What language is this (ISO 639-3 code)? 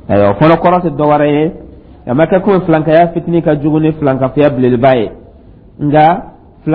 dyu